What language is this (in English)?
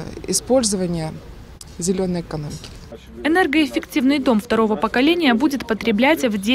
Russian